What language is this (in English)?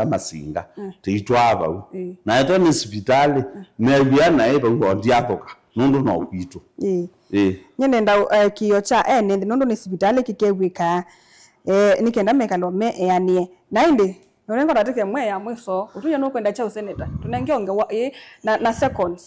Kamba